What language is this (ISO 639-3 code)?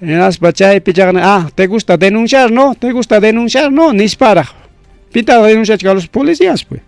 quy